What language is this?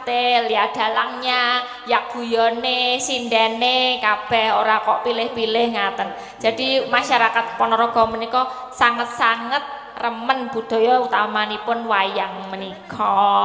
Javanese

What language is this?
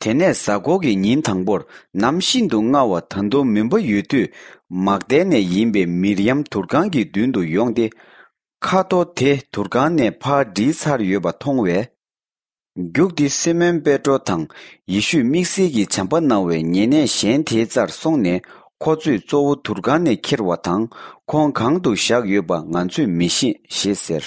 Tibetan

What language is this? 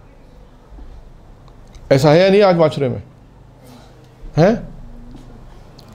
Urdu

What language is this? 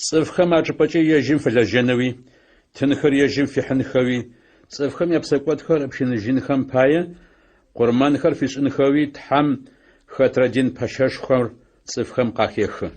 Adyghe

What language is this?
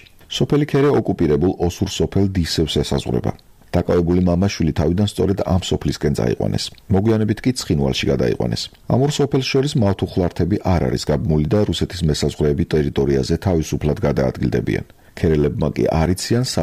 Georgian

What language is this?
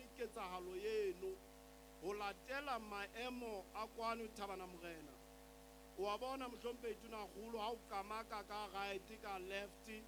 Southern Sotho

